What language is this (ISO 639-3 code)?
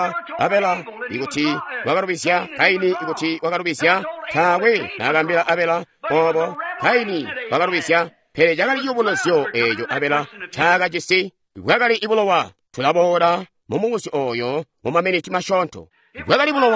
toi